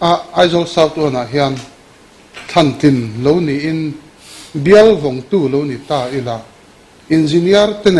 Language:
Mizo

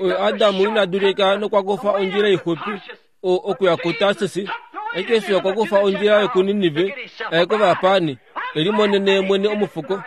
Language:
Kuanyama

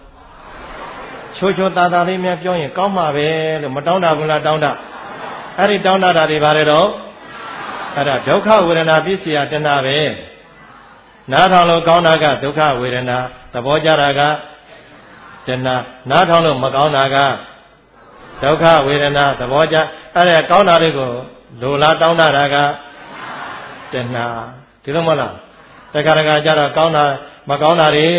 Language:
Burmese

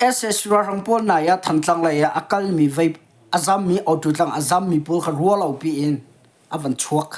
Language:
Hakha Chin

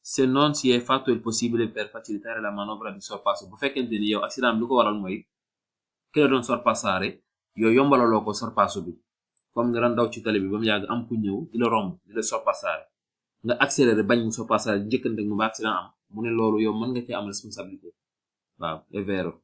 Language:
Wolof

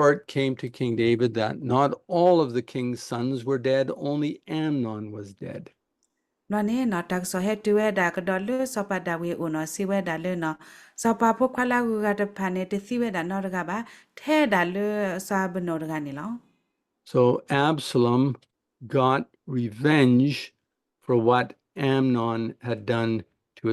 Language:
S'gaw Karen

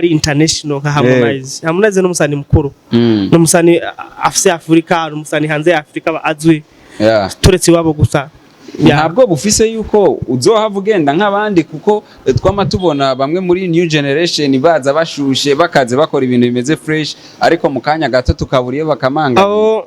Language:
Rundi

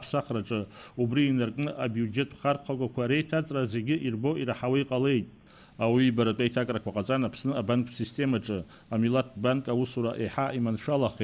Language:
Abkhazian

